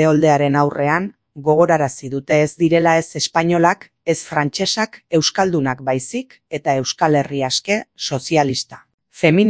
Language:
Basque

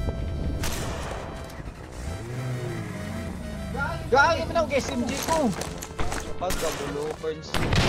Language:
Filipino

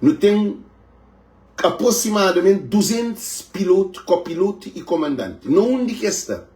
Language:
Kabuverdianu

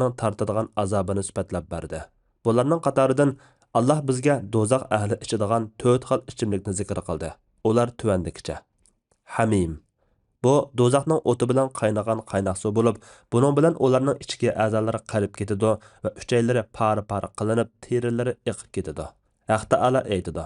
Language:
Uyghur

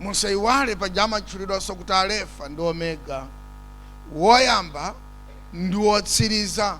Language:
Nyanja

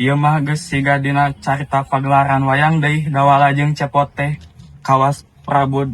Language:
Sundanese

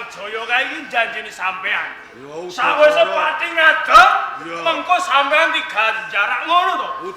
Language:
Javanese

